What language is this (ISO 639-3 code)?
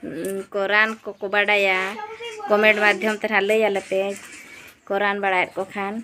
sat